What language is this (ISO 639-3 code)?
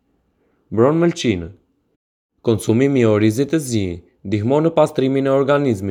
sqi